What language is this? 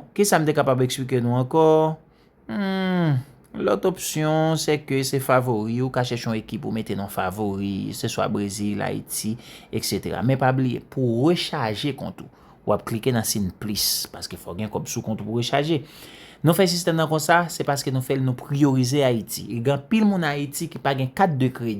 Haitian Creole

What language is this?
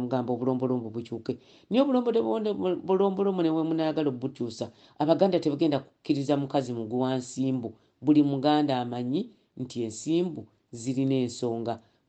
Ganda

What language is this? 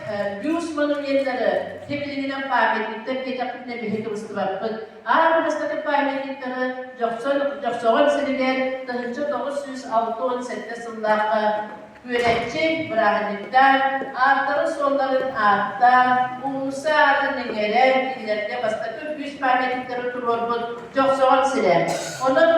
Yakut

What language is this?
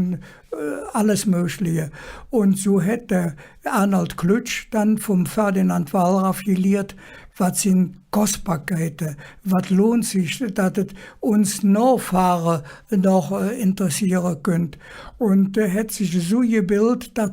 Colognian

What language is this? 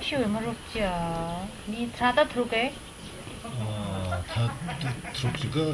Tangkhul Naga (India)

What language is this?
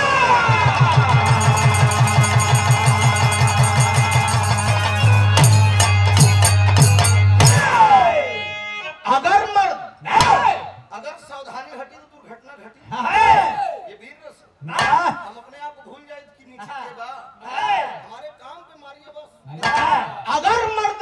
Bhojpuri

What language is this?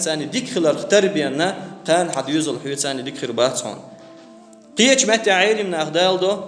Chechen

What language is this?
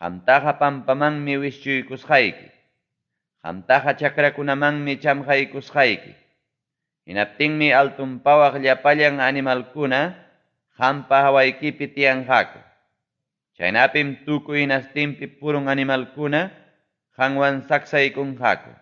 Ayacucho Quechua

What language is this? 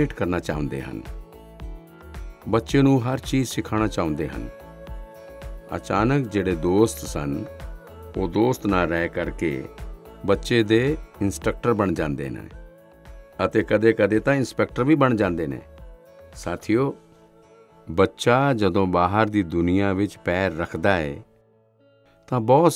Punjabi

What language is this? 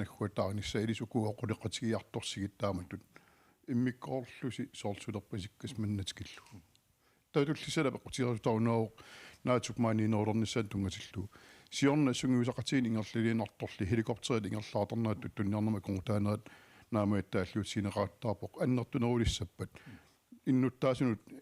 Kalaallisut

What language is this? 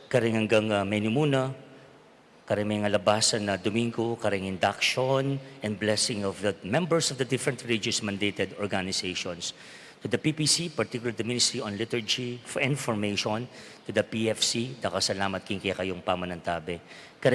Pampanga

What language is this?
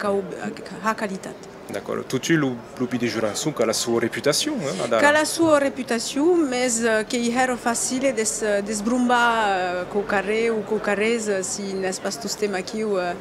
Occitan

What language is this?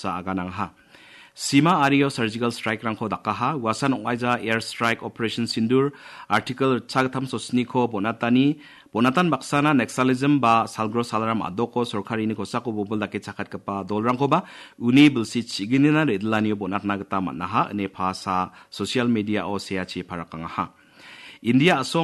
Garo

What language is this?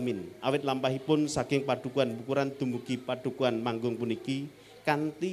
Javanese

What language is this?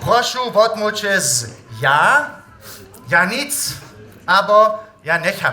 Upper Sorbian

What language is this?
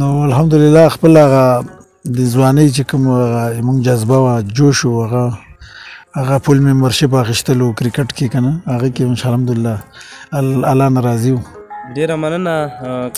Pashto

